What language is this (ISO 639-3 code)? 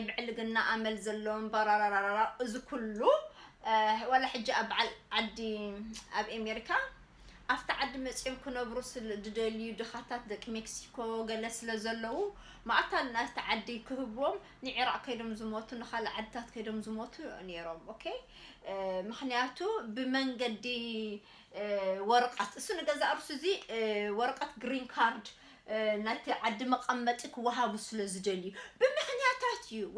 tir